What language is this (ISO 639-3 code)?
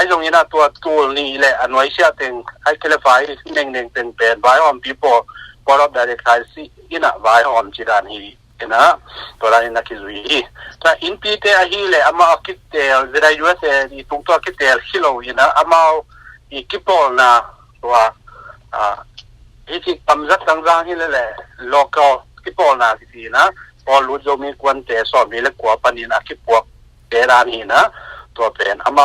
ctd